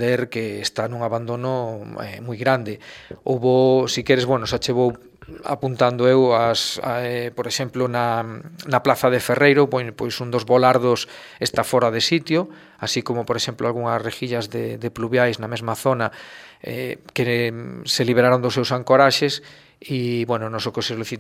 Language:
Galician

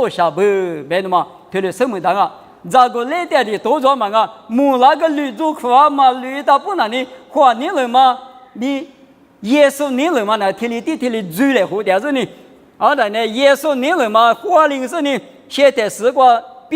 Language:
Lisu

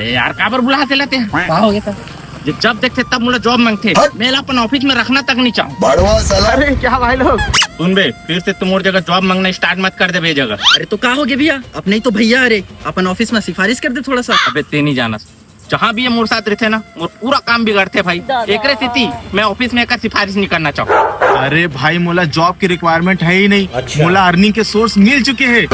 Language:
Chhattisgarhi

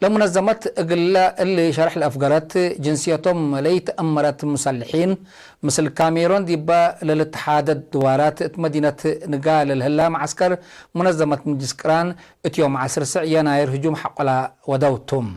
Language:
Tigre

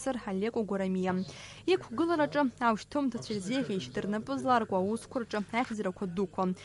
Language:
Abkhazian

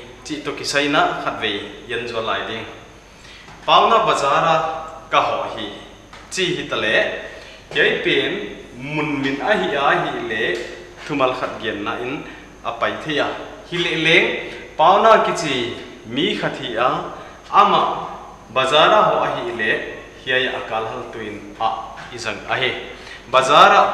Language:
Paite Chin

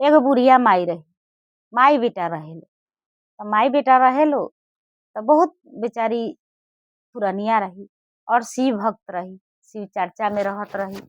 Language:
Bhojpuri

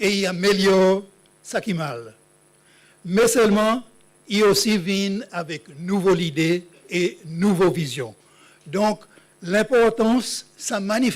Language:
Seselwa Creole French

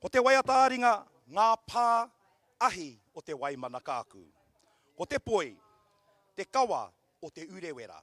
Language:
Māori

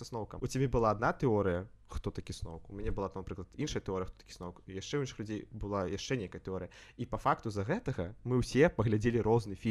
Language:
Belarusian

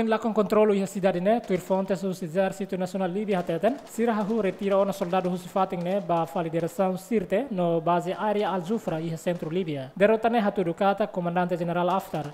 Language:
Tetum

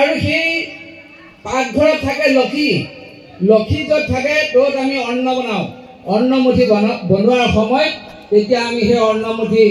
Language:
Assamese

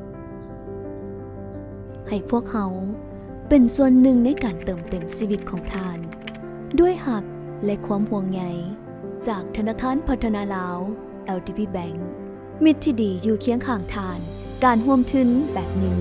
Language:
Lao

